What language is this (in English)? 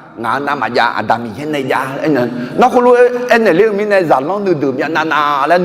Akha